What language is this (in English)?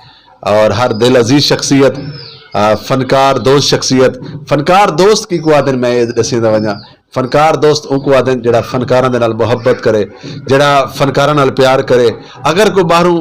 Saraiki